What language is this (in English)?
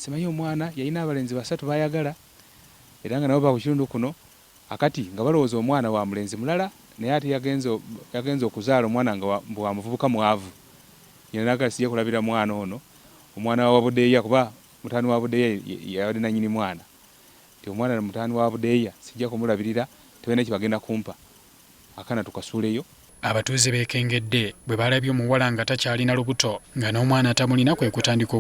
Ganda